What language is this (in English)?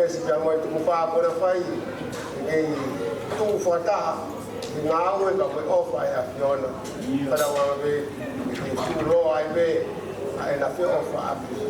Tongan